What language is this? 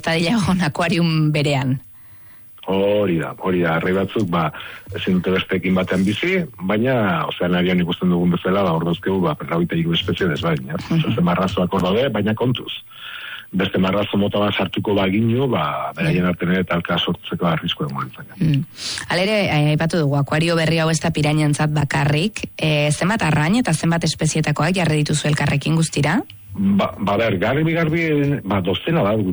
Basque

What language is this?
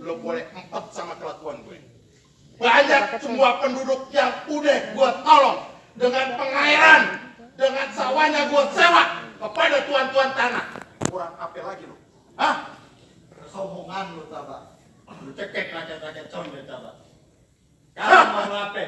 Betawi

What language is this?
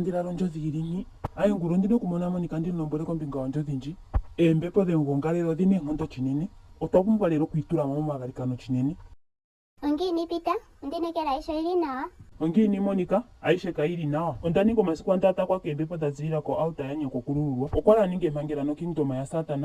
Ndonga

